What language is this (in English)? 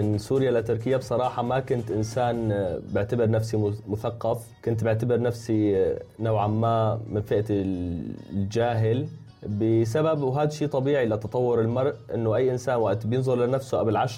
North Levantine Arabic